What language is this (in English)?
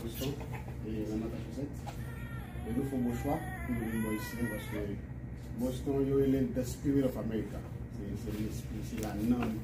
Haitian Creole